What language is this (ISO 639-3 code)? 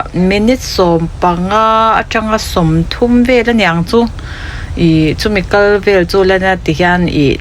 lus